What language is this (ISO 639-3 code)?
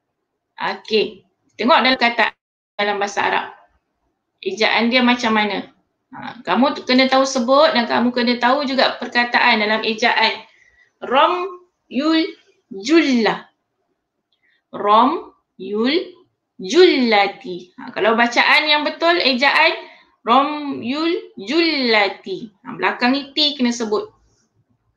msa